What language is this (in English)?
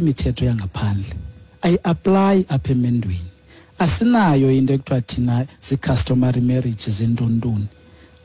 Xhosa